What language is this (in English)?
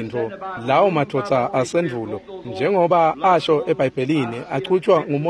Swati